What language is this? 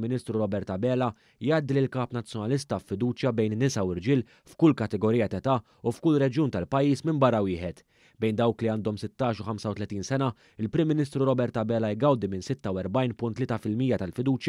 Maltese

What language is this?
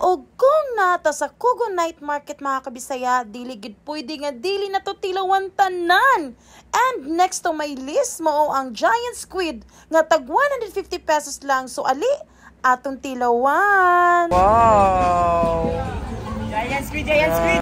Cebuano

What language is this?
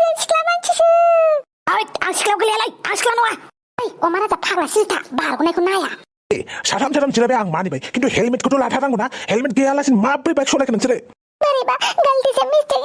Bodo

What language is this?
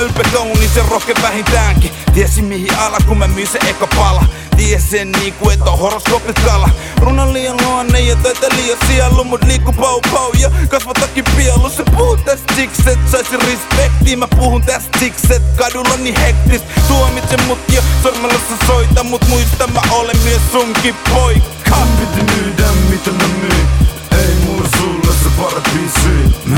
Finnish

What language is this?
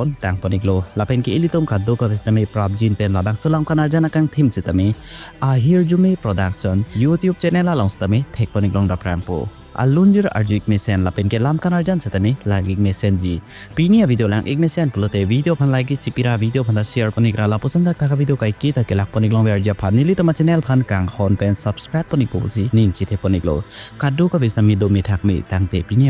Karbi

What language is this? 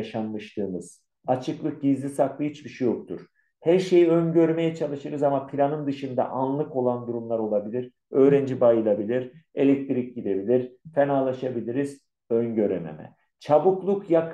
Turkish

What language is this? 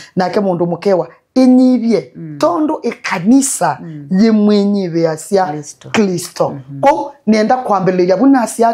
Kamba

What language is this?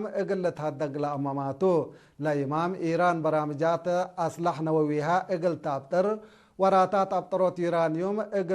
Tigre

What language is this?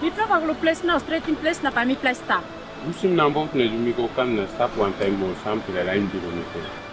Tok Pisin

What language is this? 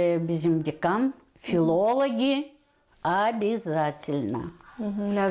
Gagauz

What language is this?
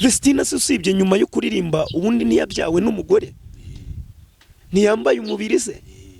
Kinyarwanda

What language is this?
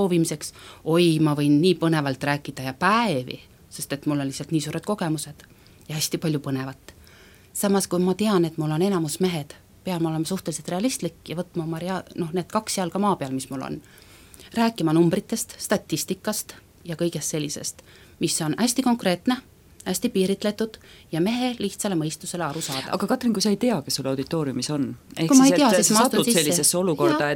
Estonian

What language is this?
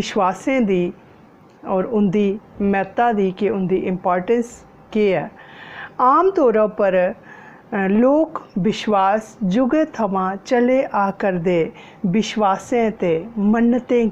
Dogri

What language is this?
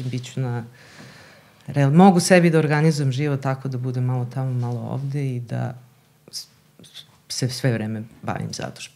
Serbian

